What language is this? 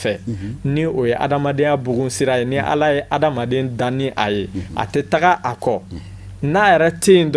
Bambara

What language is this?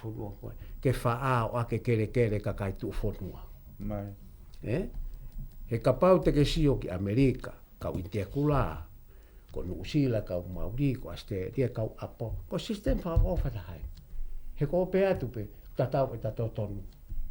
Tongan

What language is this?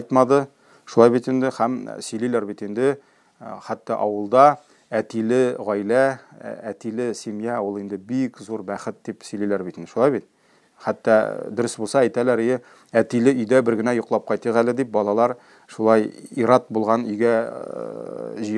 Tatar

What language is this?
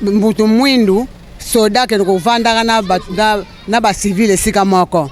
Lingala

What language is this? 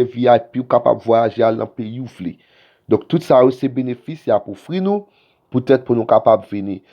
Haitian Creole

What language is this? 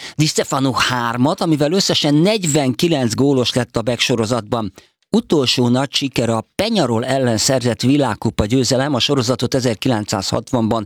Hungarian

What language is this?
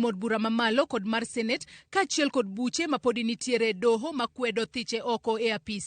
Luo (Kenya and Tanzania)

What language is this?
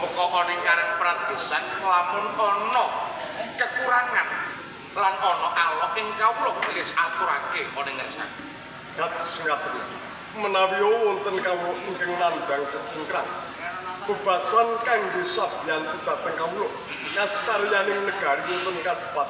Javanese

